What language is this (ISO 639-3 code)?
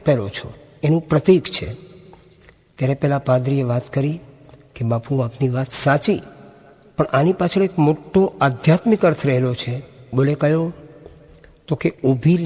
guj